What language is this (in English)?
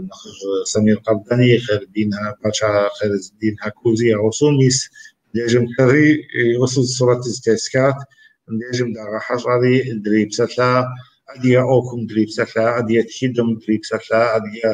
Kabardian